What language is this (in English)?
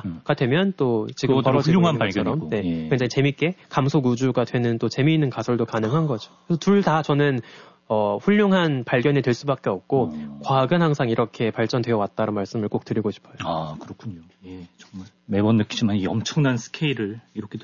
Korean